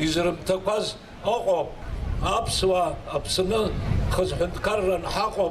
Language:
Abkhazian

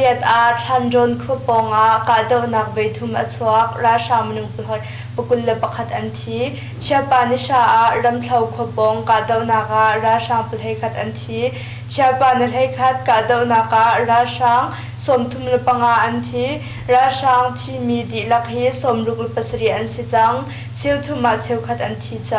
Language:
Hakha Chin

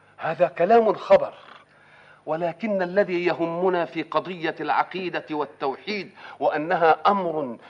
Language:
Arabic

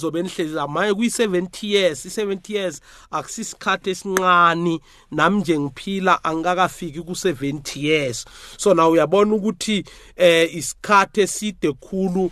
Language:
South Ndebele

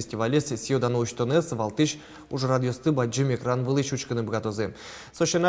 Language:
Udmurt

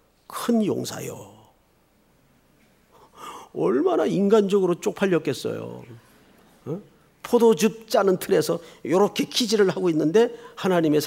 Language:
Korean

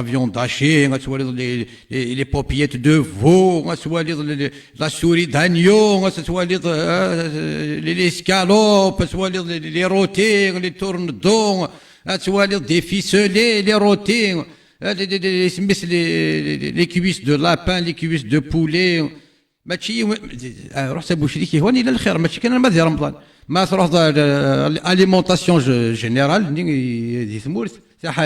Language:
Kabyle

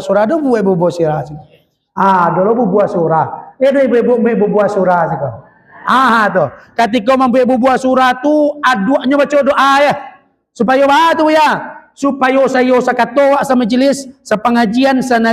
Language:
Minangkabau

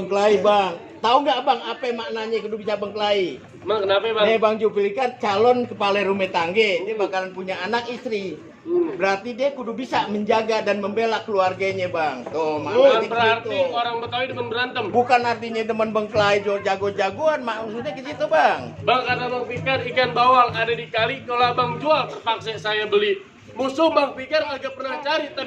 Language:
Betawi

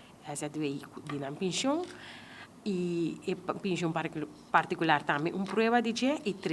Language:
Papiamento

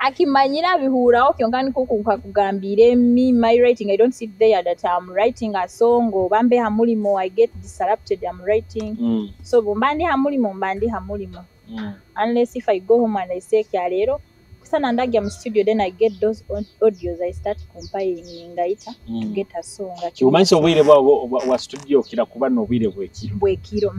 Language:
Nyoro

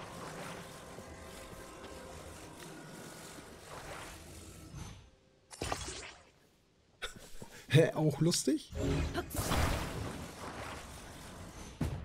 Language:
German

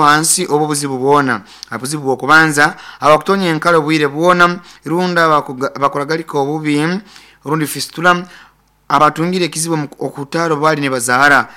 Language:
Nyoro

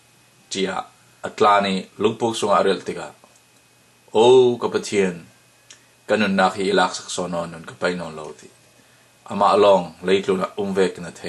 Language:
Falam Chin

